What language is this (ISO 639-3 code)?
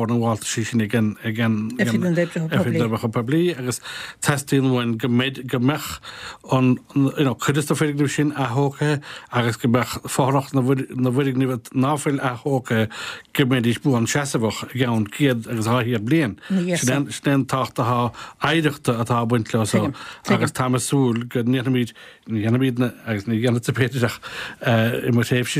gle